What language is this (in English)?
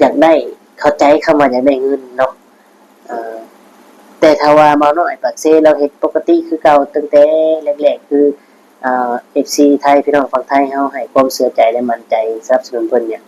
Northeastern Thai